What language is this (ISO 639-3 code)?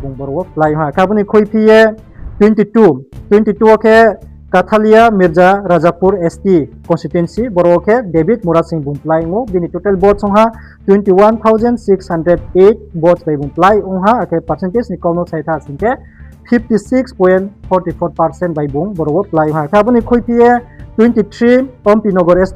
ria